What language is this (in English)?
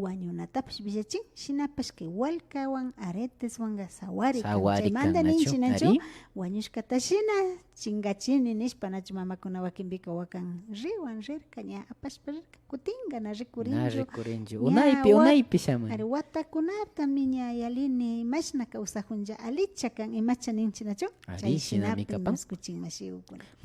Imbabura Highland Quichua